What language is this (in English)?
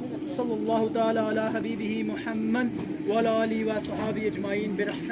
Pahari-Potwari